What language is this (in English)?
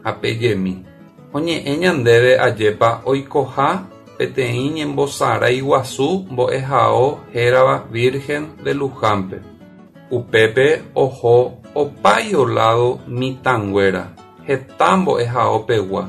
Guarani